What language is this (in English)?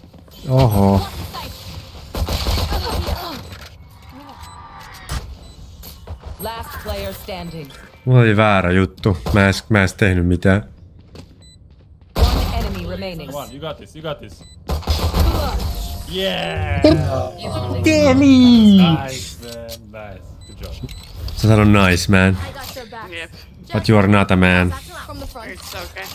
Finnish